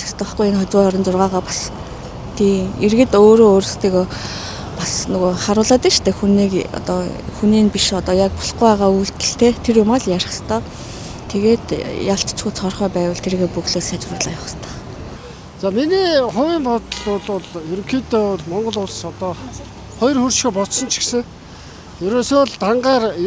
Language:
Mongolian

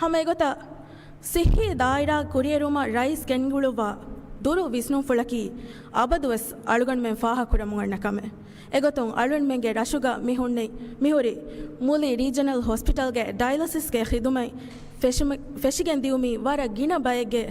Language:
Divehi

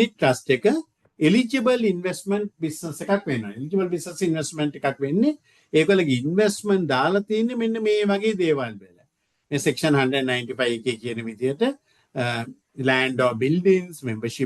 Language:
Sinhala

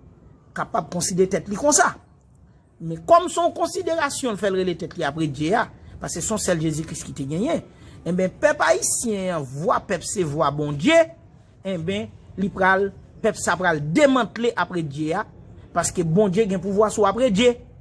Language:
Haitian Creole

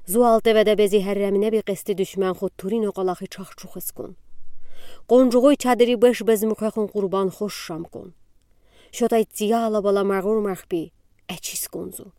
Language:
Udi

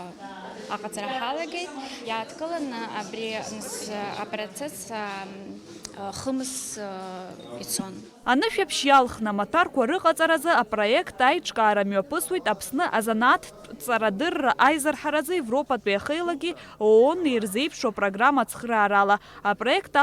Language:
Abkhazian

